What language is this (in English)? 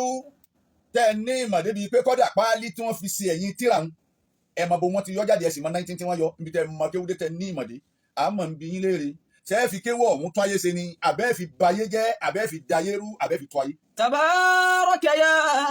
Yoruba